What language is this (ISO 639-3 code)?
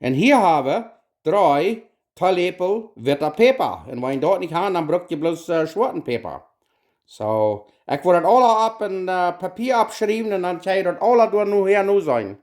pdt